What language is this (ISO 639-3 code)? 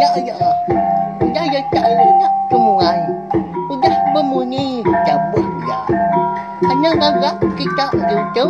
iba